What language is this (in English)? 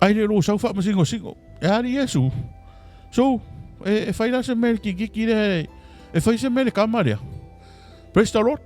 Samoan